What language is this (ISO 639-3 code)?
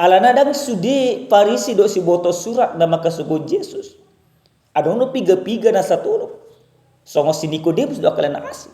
bbc